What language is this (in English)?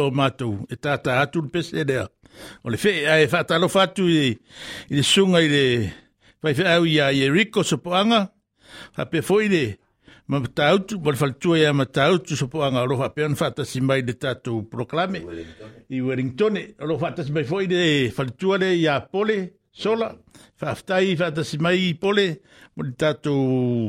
Samoan